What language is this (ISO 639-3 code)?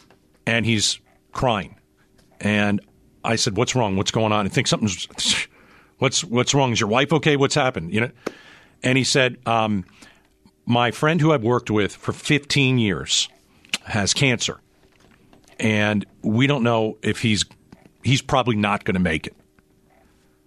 eng